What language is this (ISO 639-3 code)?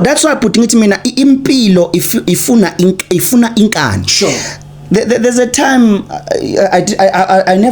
zul